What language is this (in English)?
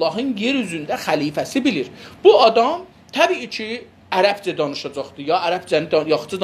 South Azerbaijani